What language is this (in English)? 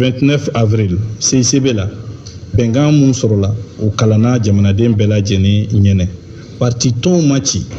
Bambara